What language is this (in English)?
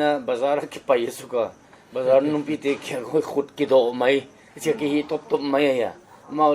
Paite Chin